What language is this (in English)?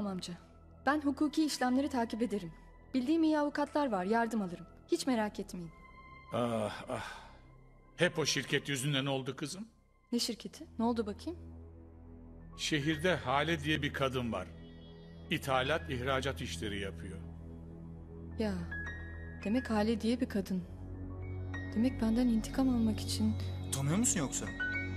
Turkish